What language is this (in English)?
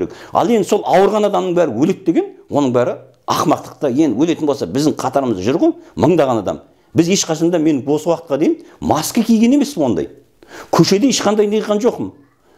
Kazakh